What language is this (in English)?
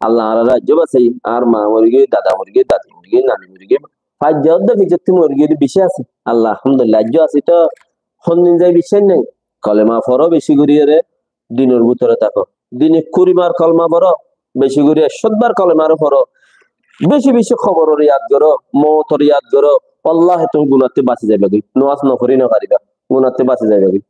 Rohingya